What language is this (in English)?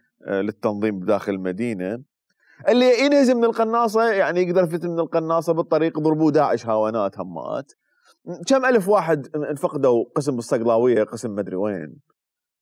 Mesopotamian Arabic